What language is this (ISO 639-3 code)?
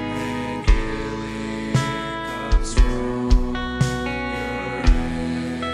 ctd